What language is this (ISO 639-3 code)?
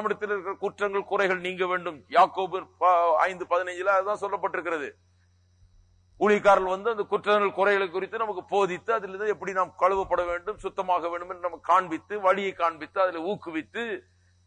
tam